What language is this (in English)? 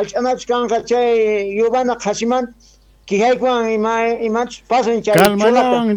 Quechua